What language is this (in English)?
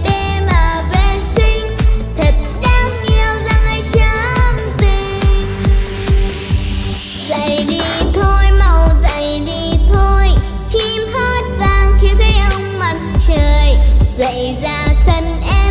Vietnamese